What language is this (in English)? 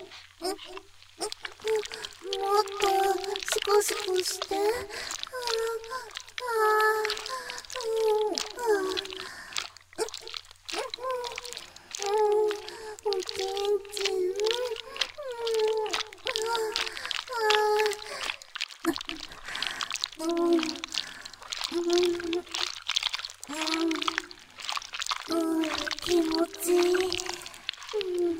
Japanese